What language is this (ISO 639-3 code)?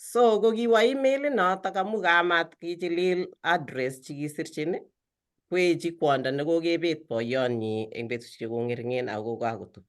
kln